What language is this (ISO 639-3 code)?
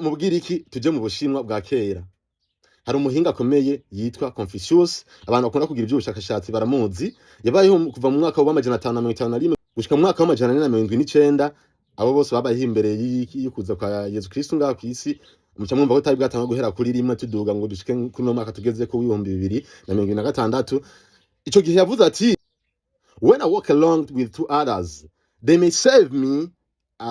run